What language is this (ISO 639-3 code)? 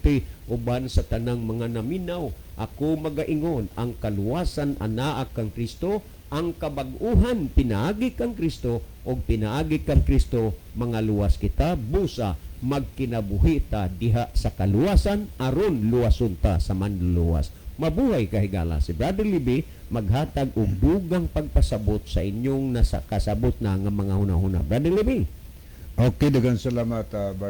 ceb